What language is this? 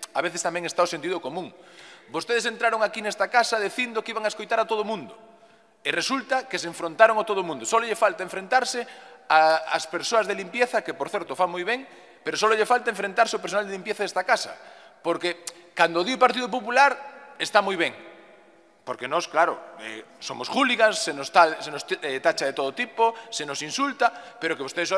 Galician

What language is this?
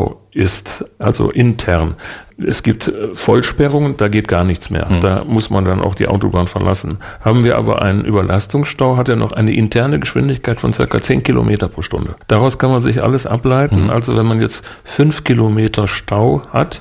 German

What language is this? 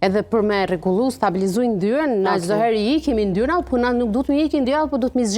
Albanian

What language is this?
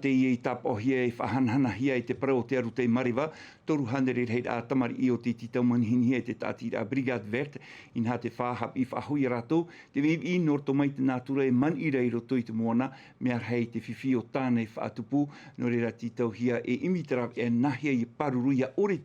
Tahitian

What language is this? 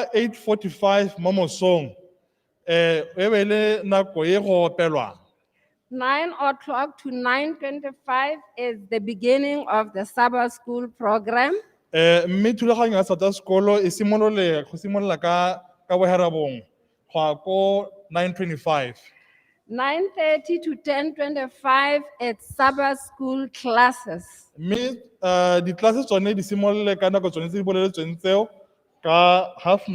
Tswana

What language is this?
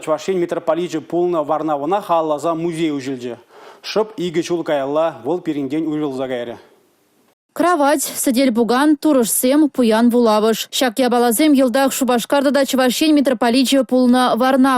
Chuvash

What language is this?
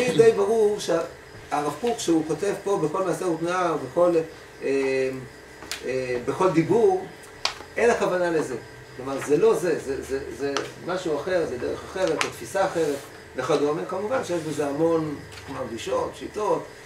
Hebrew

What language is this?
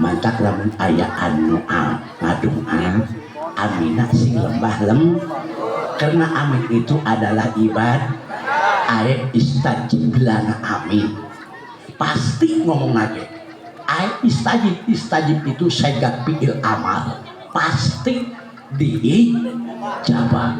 Sundanese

